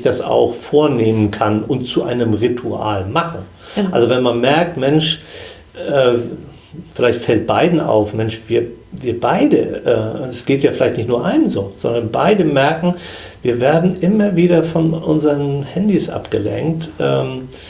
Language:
German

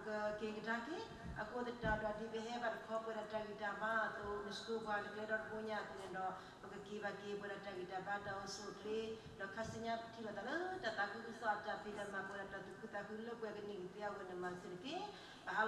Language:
S'gaw Karen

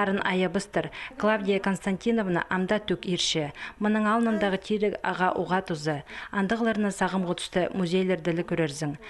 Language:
Khakas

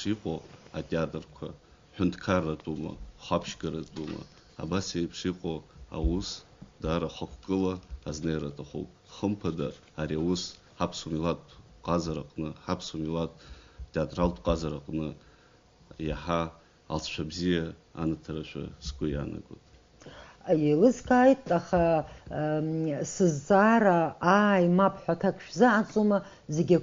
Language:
Abkhazian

